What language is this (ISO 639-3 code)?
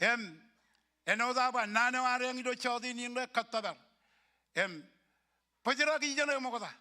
mah